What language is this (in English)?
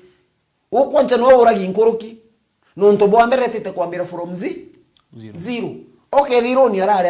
Meru